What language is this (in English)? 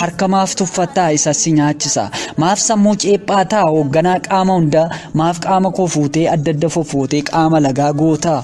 Oromo